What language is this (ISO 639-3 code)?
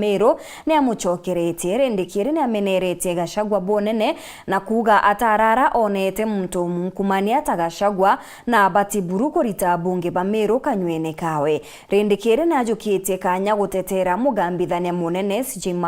mer